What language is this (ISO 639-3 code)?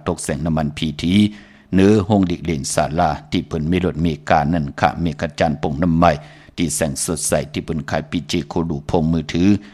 shn